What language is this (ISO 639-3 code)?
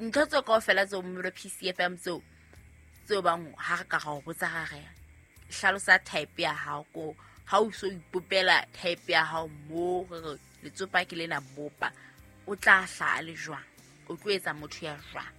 sot